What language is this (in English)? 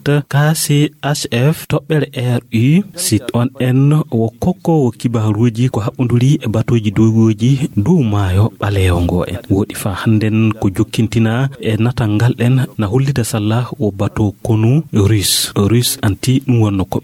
Fula